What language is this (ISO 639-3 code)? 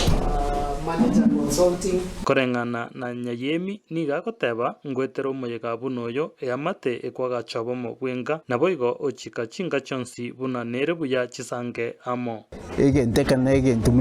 guz